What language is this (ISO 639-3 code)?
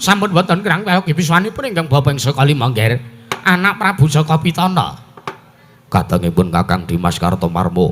jav